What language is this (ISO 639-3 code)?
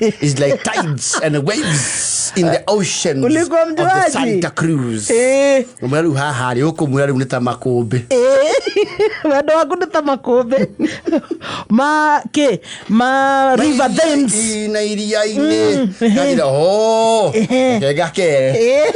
kik